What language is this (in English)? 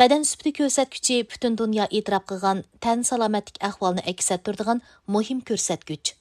Uyghur